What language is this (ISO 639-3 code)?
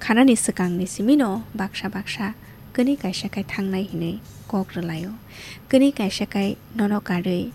trp